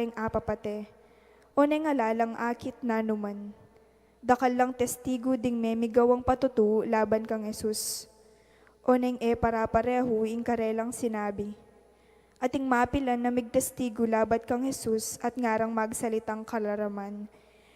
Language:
Pampanga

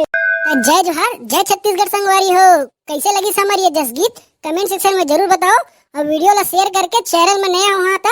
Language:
Chhattisgarhi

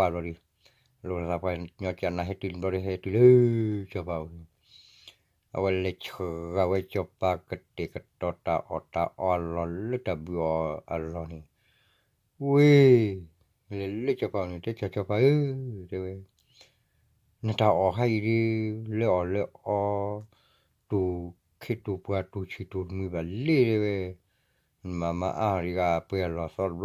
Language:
S'gaw Karen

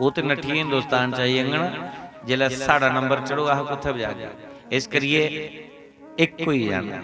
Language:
Dogri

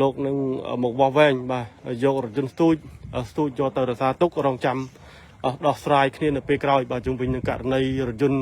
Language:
Khmer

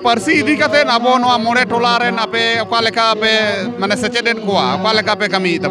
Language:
Santali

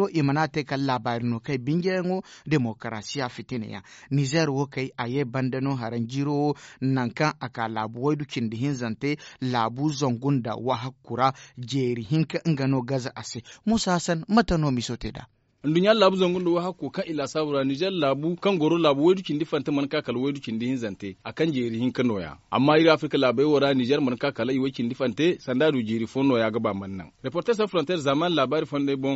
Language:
Zarma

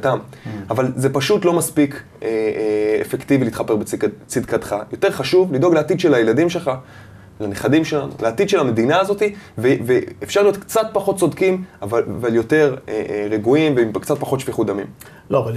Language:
Hebrew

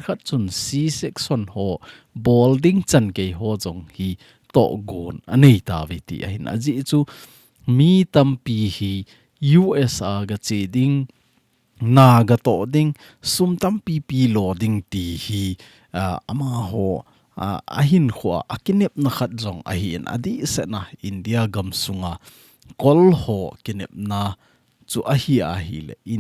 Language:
Thado Chin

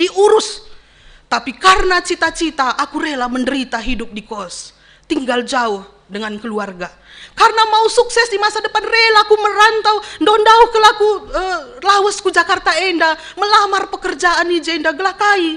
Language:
Batak Karo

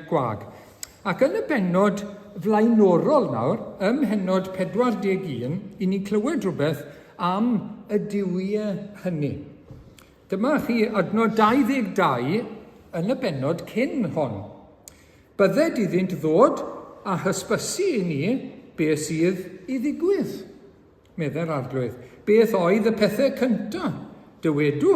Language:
Welsh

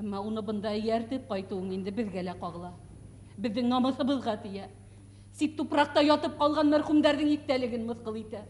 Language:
Bashkir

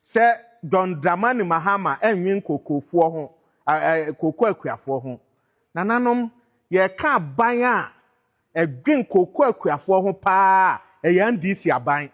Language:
Akan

